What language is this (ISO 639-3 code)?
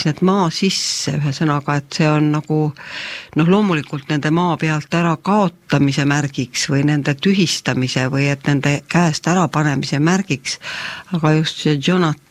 est